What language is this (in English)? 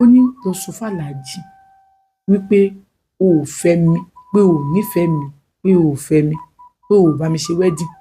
Yoruba